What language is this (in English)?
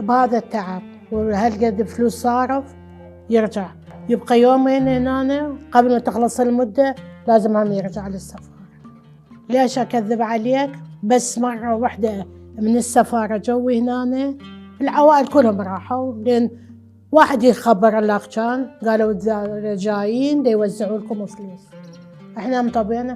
Mesopotamian Arabic